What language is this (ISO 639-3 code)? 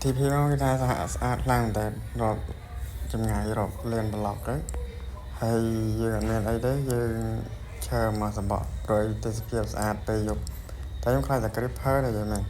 khm